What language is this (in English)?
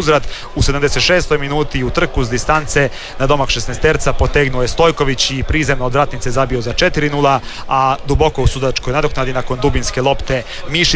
Croatian